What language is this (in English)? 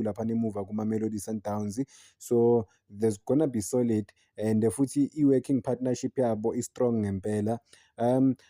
Zulu